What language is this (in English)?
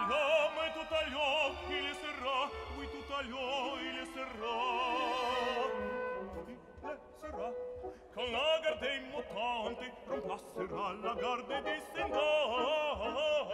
French